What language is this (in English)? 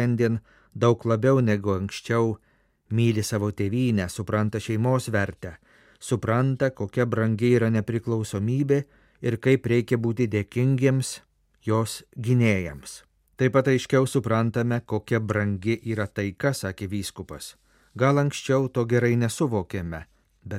Lithuanian